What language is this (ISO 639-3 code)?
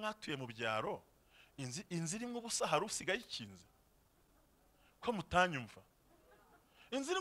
kin